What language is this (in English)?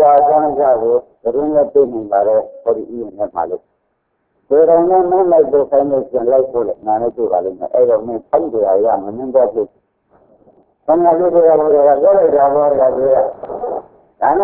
Burmese